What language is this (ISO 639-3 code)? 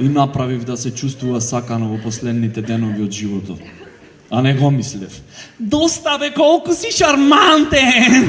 mkd